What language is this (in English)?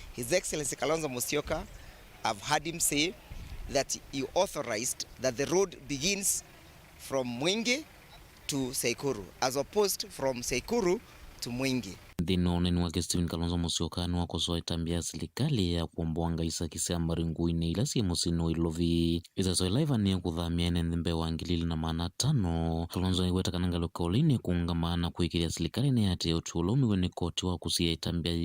Kamba